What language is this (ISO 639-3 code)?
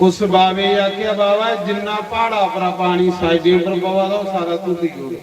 doi